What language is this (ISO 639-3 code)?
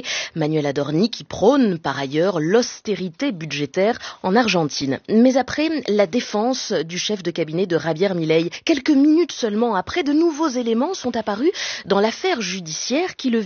fra